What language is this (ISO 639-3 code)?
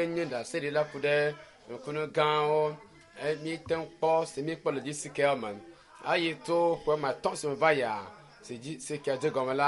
ewe